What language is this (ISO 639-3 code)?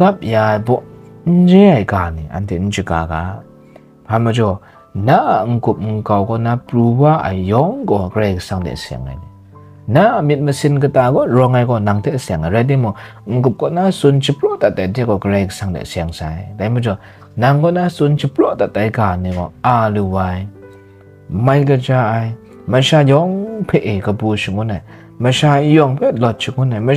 kac